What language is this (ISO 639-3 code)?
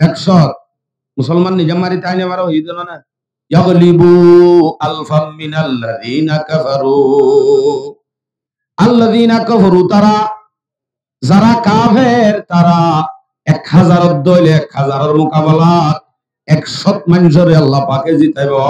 rhg